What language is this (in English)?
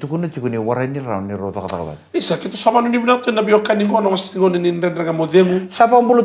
Fijian